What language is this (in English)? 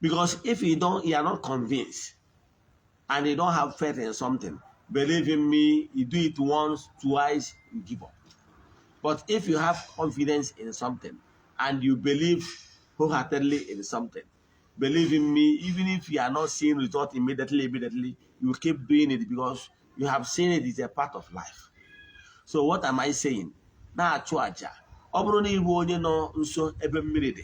Igbo